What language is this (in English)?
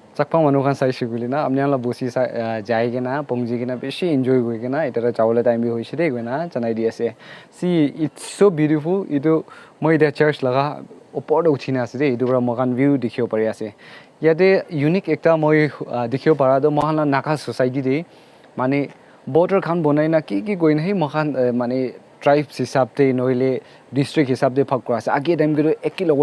Naga Pidgin